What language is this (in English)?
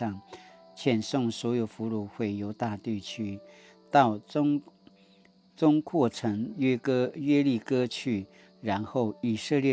Paiwan